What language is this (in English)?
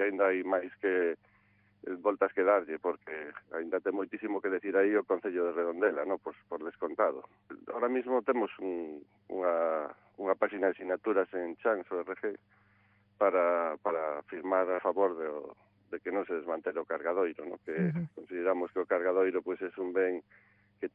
Galician